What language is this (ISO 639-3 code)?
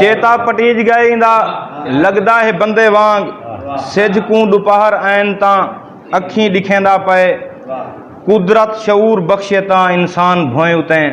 skr